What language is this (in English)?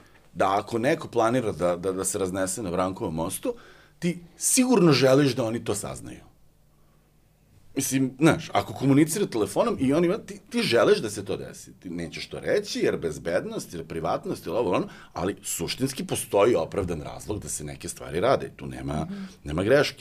Serbian